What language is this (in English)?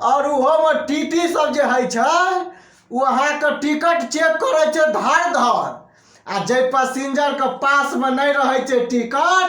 Maithili